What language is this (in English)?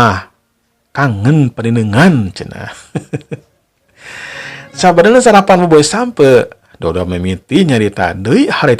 Sundanese